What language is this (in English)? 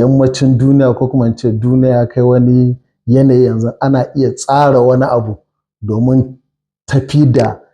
Hausa